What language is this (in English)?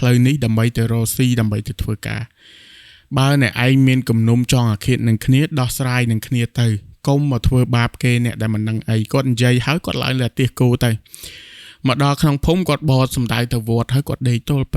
Khmer